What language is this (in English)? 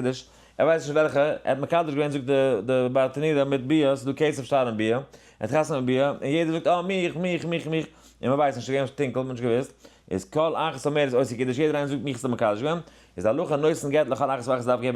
Yiddish